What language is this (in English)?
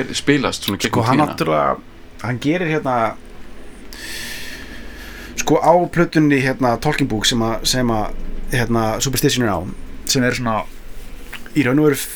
Icelandic